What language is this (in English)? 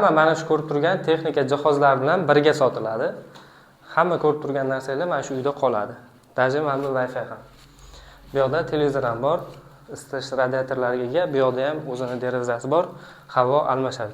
Uzbek